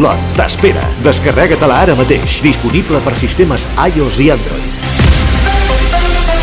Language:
Catalan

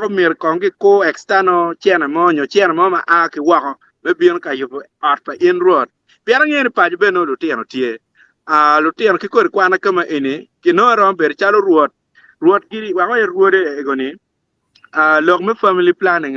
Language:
Acoli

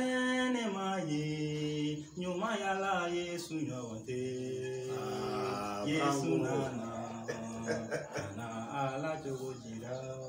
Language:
Bambara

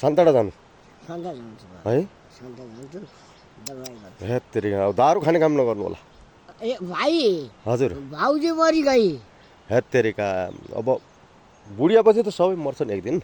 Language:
Nepali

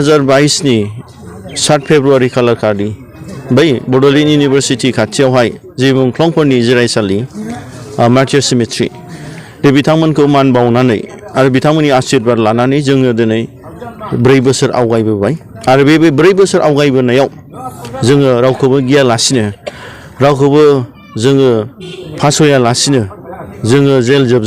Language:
Bodo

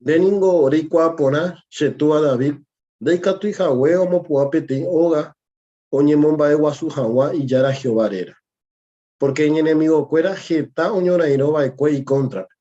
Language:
Guarani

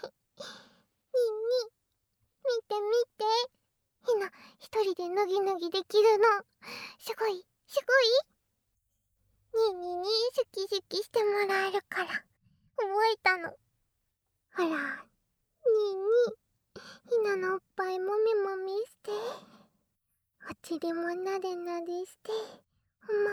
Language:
Japanese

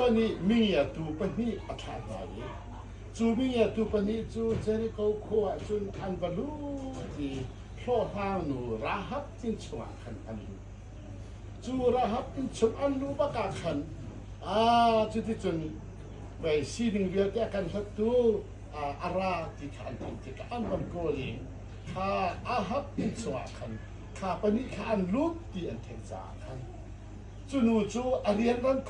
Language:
Hakha Chin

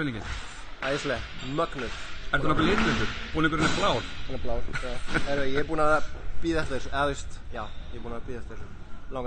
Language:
Icelandic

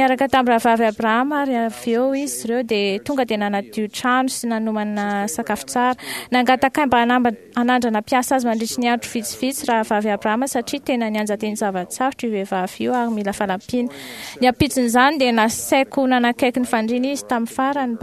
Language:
Malagasy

